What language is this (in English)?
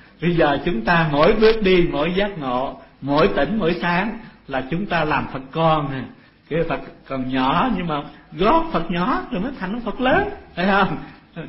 Vietnamese